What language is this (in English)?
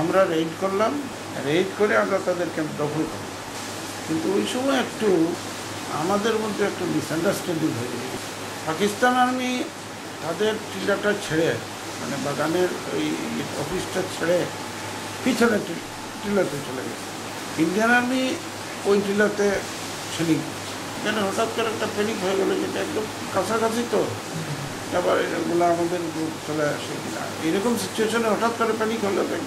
Bangla